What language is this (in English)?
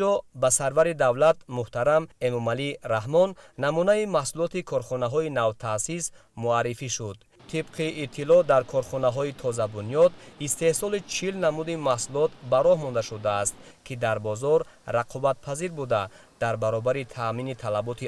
Tajik